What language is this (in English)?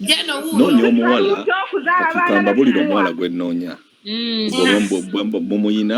Ganda